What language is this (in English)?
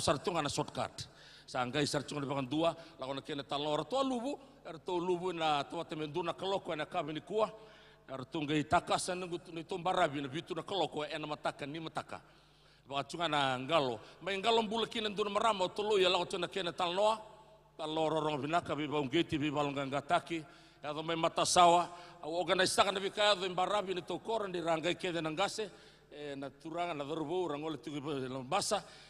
Fijian